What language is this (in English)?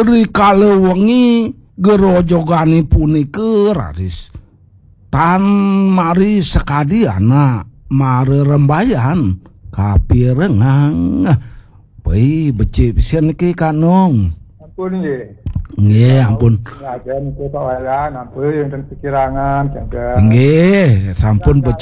Balinese